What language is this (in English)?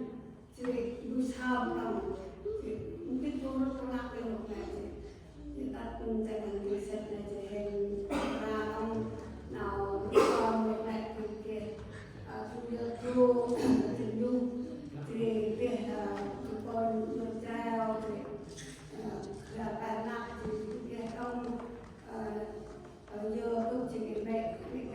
Central Mnong